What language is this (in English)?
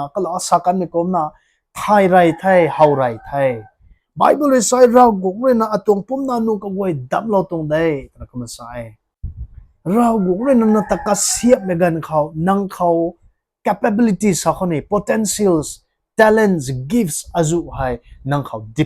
Rongmei Naga